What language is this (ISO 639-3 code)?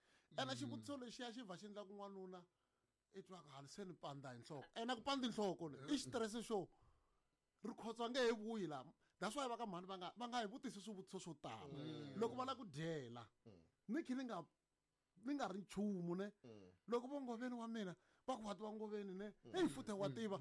tso